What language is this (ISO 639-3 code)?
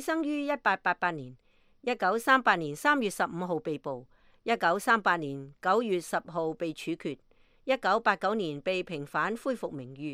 yue